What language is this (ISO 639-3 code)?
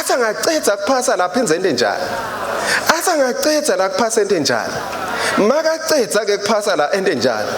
ssw